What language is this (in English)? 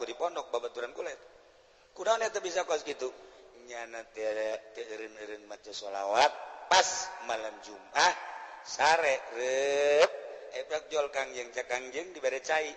Sundanese